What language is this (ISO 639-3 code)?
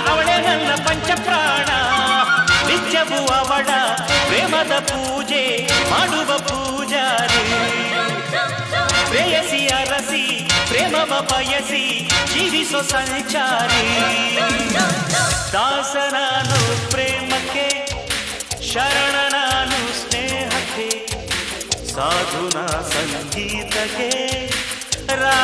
kan